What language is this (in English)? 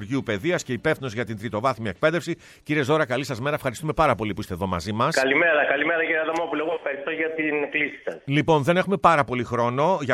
Greek